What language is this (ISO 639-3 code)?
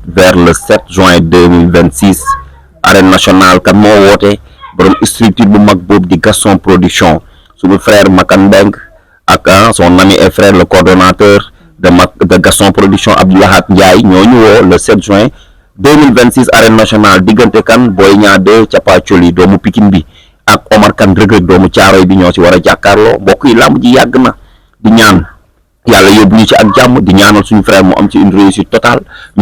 wol